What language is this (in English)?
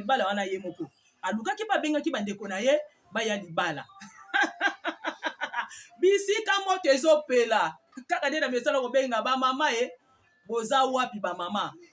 Lingala